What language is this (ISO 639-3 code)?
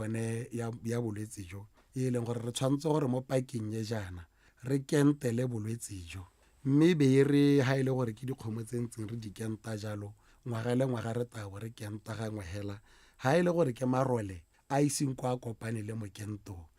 tsn